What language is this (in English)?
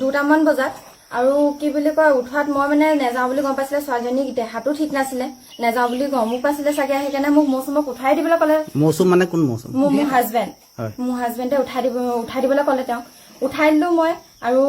Assamese